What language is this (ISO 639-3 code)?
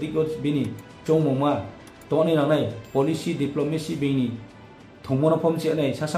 ria